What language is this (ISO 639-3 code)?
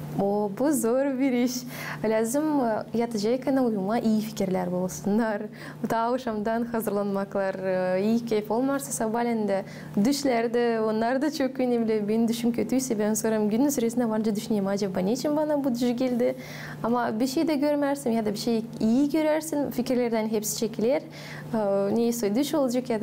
gag